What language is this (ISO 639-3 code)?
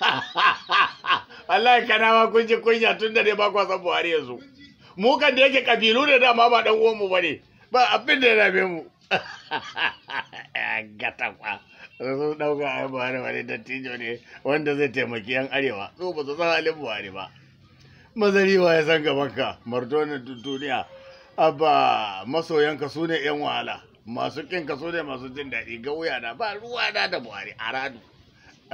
hau